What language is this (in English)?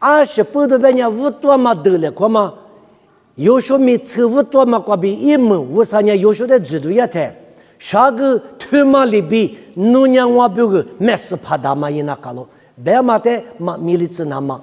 Lisu